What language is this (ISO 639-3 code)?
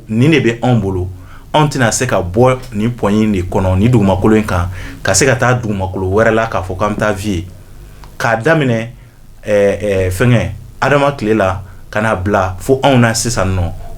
bam